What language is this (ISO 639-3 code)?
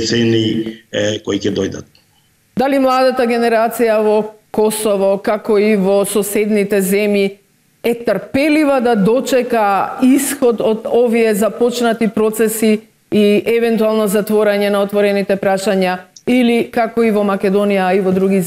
mkd